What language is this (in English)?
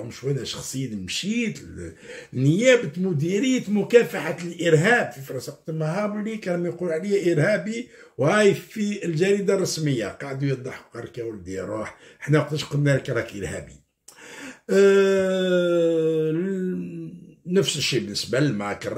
Algerian Arabic